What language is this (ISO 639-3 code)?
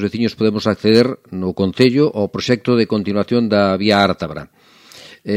glg